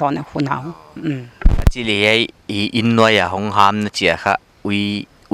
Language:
Paite Chin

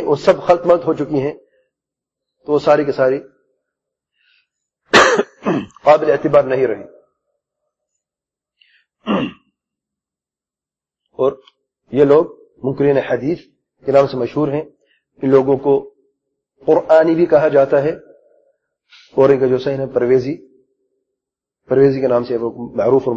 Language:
Urdu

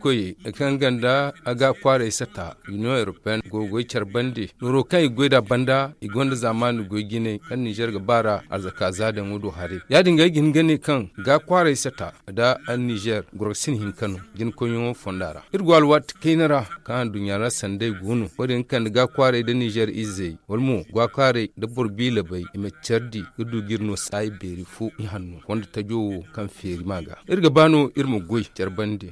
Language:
Zarma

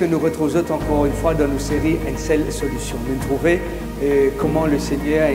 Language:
Morisyen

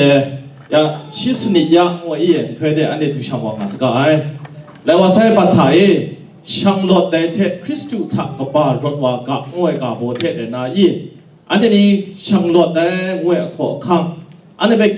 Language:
Kachin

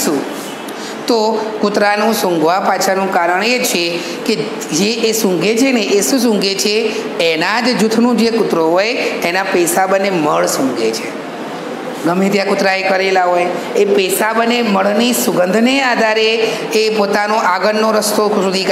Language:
Gujarati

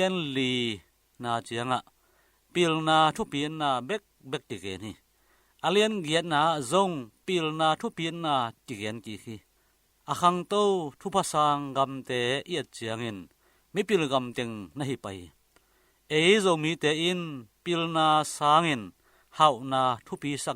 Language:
Tedim Chin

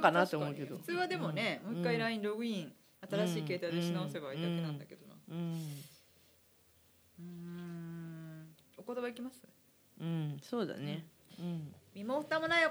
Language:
Japanese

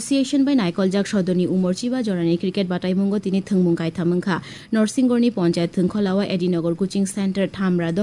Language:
Kok Borok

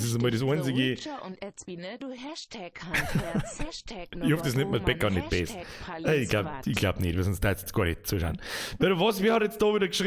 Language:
Bavarian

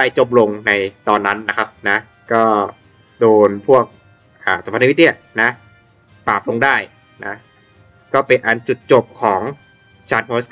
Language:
Thai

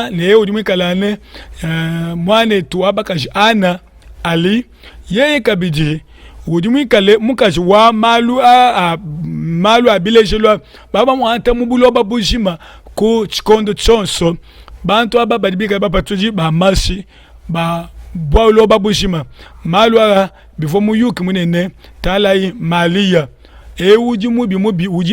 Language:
Luba-Lulua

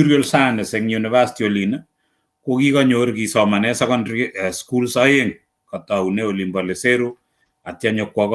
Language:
Kalenjin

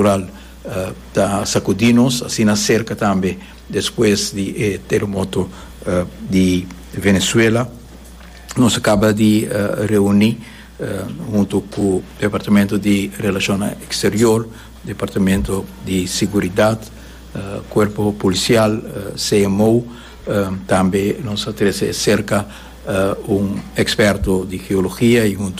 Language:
Papiamento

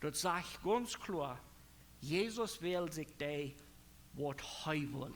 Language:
Plautdietsch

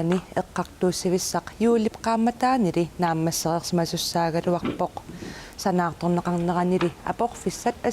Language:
Kalaallisut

